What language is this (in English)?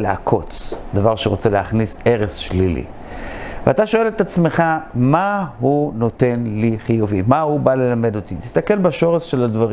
Hebrew